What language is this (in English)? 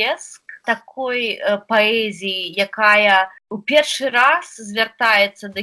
Belarusian